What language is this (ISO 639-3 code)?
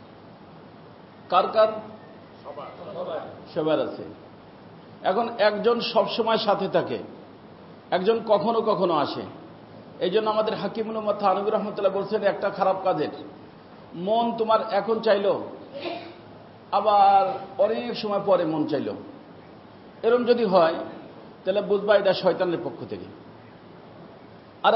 ben